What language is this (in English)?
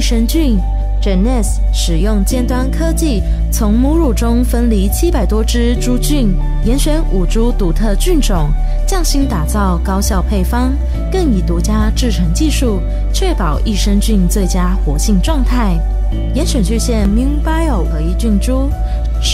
Chinese